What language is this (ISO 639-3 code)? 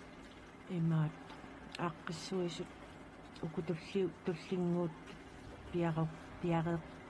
kal